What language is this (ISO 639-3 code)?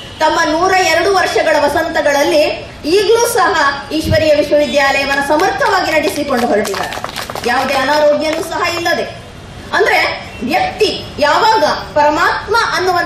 kan